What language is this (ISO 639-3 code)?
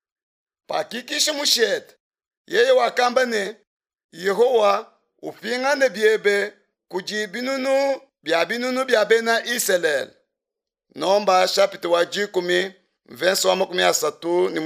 lua